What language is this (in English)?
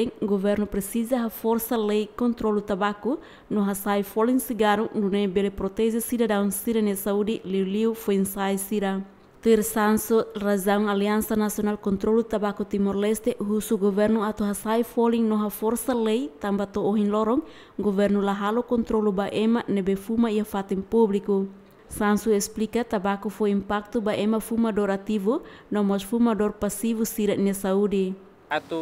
Tetum